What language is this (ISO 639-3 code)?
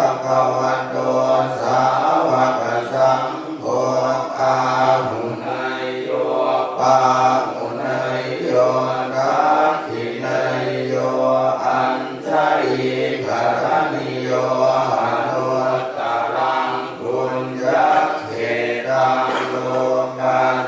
pli